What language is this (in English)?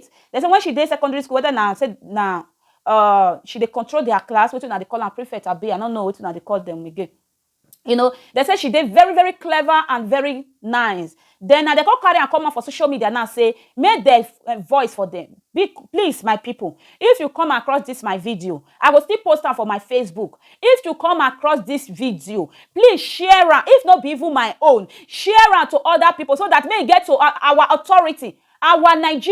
Nigerian Pidgin